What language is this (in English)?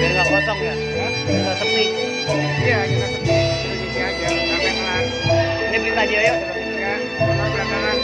Betawi